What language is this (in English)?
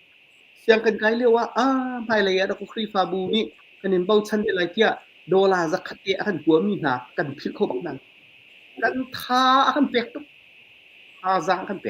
Hakha Chin